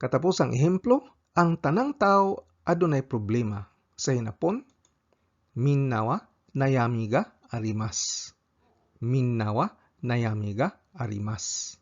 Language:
Cebuano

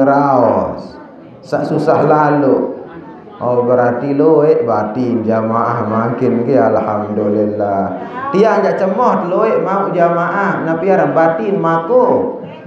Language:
Sasak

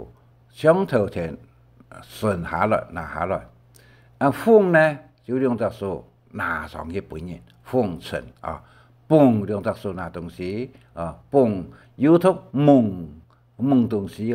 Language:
Hakka Chinese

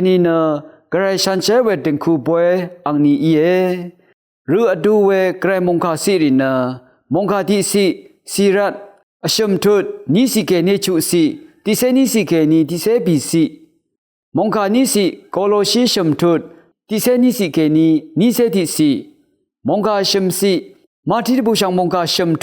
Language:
Rawang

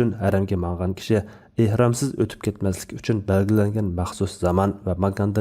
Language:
Uyghur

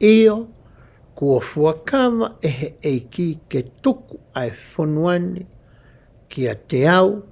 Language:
Tongan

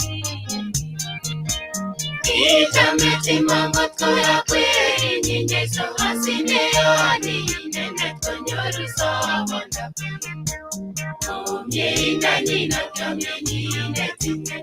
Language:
Kalenjin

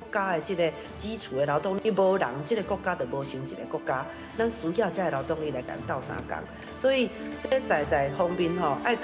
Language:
Min Nan Chinese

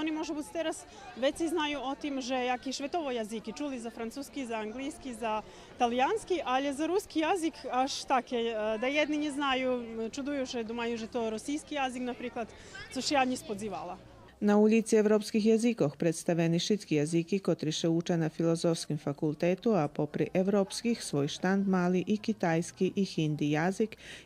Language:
Rusyn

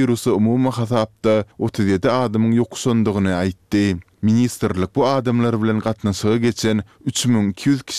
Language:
Turkmen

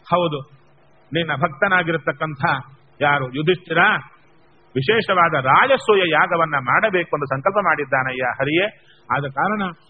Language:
Kannada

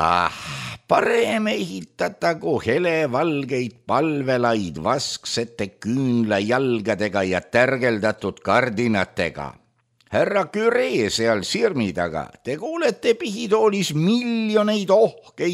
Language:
Estonian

